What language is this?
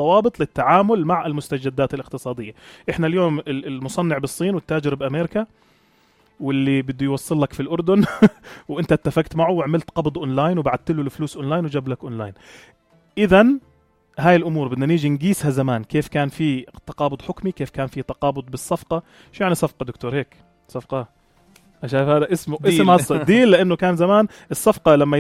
North Levantine Arabic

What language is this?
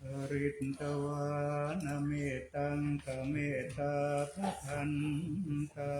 Pali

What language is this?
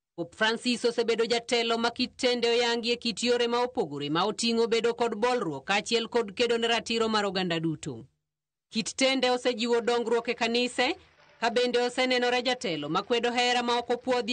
Luo (Kenya and Tanzania)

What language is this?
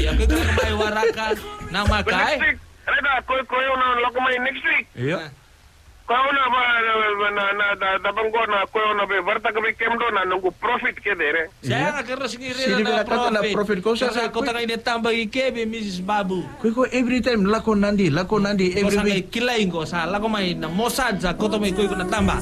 Fijian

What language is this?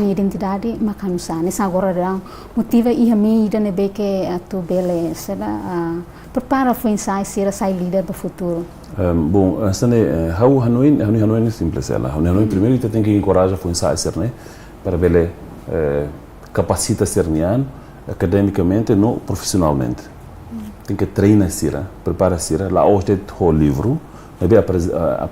Tetum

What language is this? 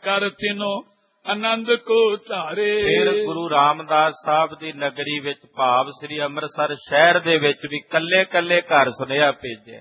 Punjabi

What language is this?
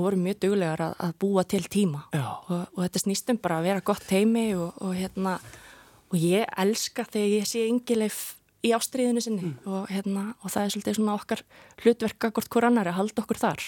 Icelandic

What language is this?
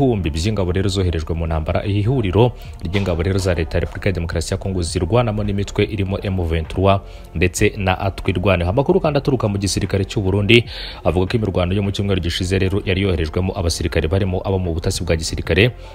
Kinyarwanda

